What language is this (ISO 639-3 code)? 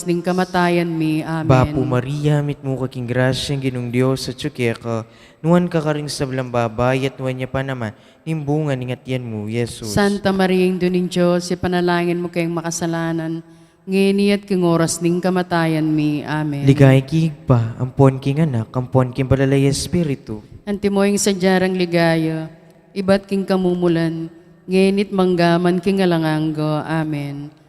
pam